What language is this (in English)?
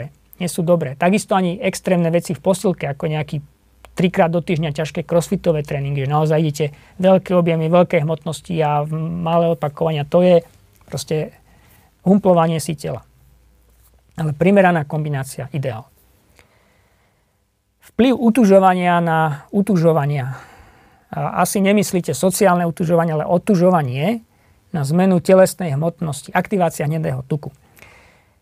Slovak